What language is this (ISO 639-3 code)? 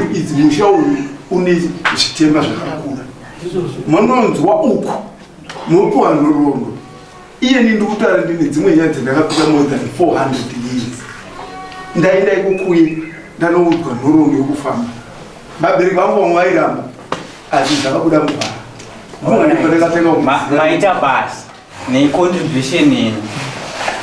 sna